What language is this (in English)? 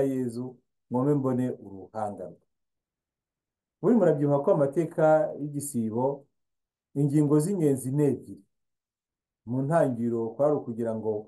Kinyarwanda